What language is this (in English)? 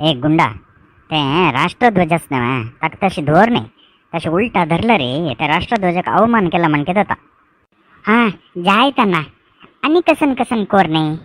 Konkani